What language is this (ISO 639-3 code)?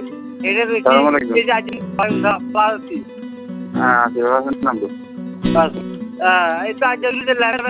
ben